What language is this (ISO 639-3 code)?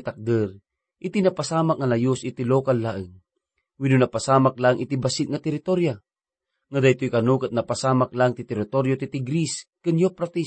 ilo